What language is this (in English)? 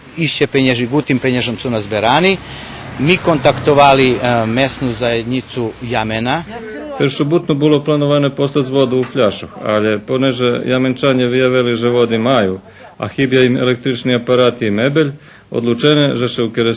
Rusyn